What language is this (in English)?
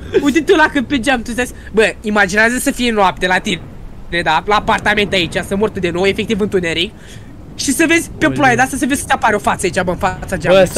Romanian